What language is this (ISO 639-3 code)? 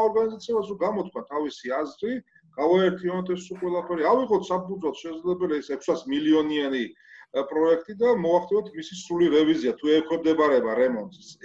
kat